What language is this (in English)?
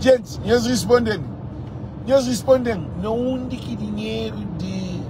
Kabuverdianu